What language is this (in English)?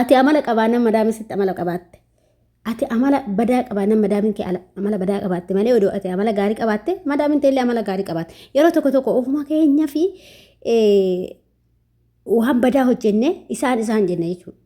Oromo